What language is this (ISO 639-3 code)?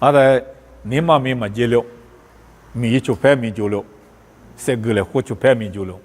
lis